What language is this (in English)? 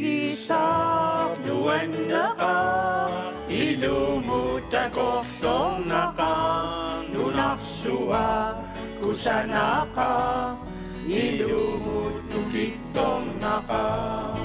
Kalaallisut